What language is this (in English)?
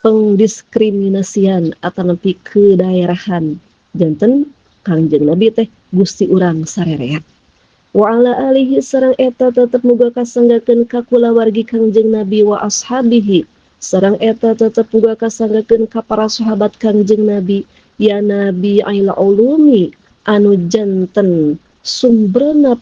Sundanese